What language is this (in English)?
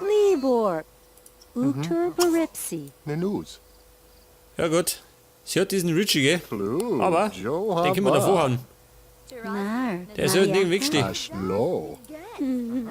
Bavarian